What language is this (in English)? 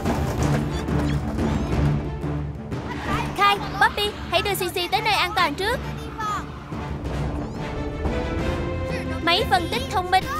Vietnamese